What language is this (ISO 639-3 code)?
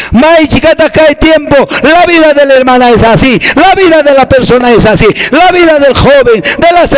que